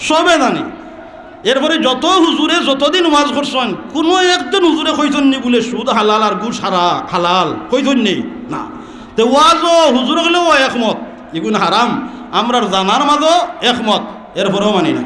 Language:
Sylheti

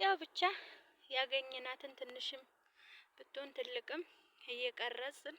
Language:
Amharic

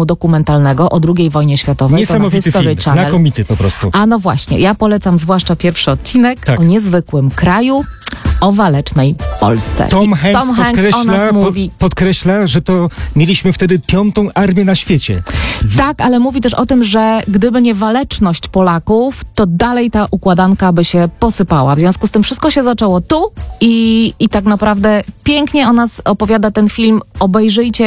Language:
Polish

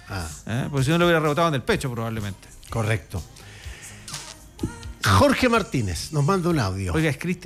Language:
Spanish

